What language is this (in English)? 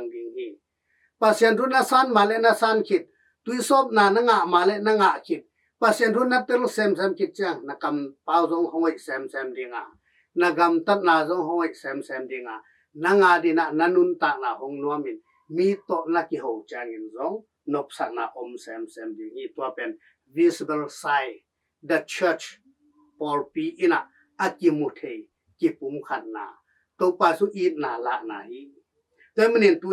Tedim Chin